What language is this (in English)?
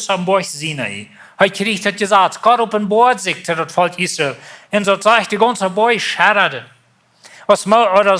Plautdietsch